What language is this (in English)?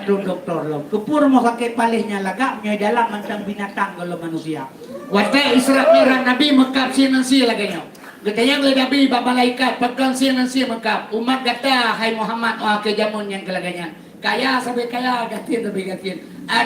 Achinese